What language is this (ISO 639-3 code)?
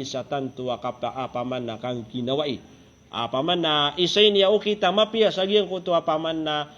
mrw